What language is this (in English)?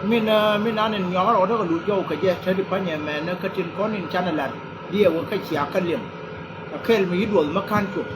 Nuer